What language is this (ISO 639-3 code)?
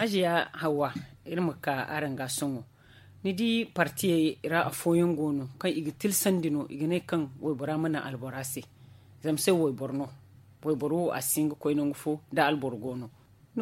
dje